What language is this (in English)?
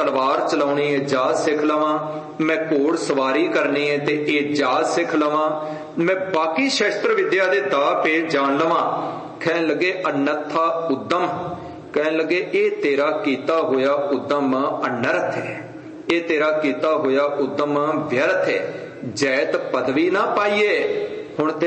Punjabi